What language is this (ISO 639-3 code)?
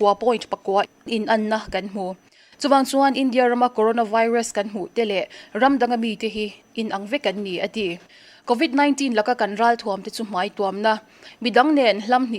lus